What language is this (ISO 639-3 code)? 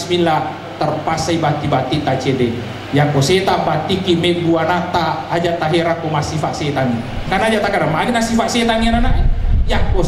bug